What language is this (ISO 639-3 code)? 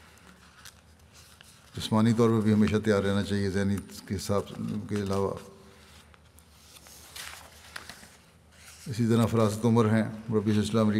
urd